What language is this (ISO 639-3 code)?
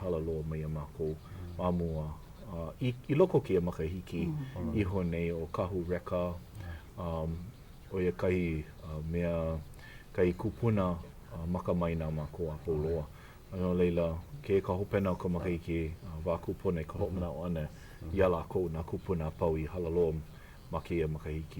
haw